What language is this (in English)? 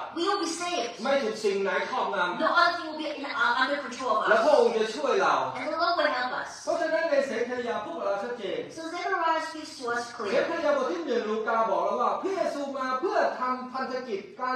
Thai